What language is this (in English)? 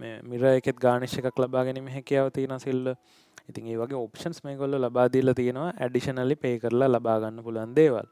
Sinhala